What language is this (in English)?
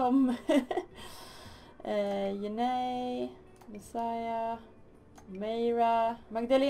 Swedish